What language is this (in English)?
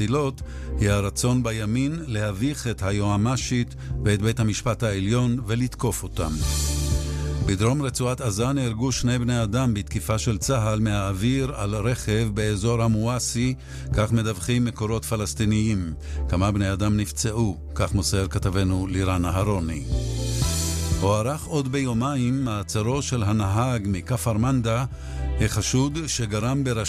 Hebrew